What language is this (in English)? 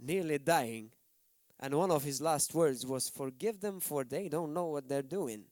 English